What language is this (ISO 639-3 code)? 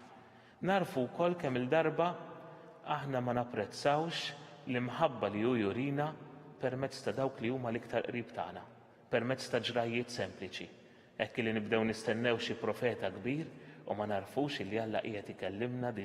mlt